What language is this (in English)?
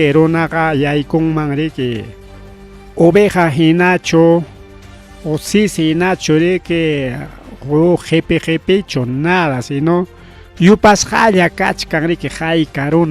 Ayacucho Quechua